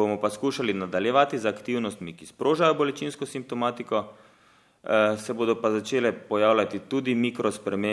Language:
Slovenian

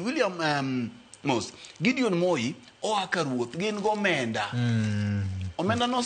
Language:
Luo (Kenya and Tanzania)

